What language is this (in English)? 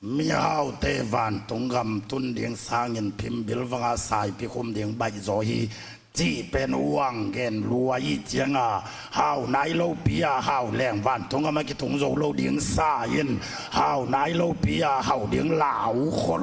Tedim Chin